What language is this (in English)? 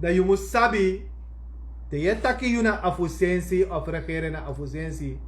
Sranan Tongo